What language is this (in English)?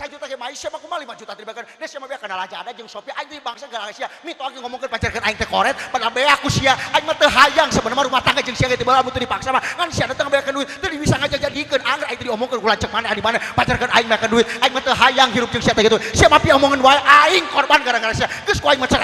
Sundanese